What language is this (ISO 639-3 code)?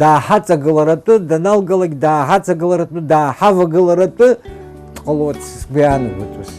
abk